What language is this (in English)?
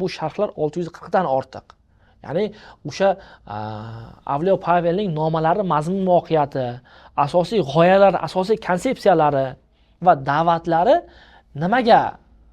Uzbek